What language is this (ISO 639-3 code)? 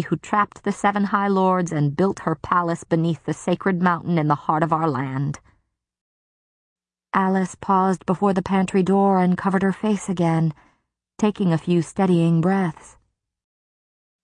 eng